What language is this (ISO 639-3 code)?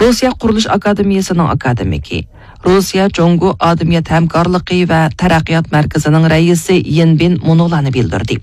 uig